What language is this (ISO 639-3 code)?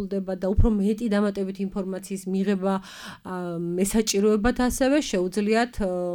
kat